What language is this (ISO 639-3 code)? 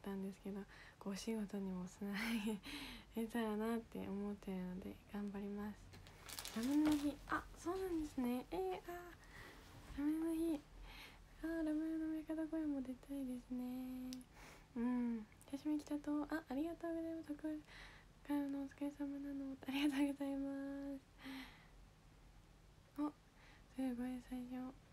jpn